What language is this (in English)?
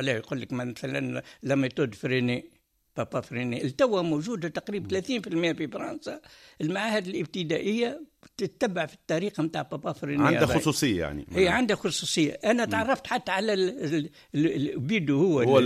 Tunisian Arabic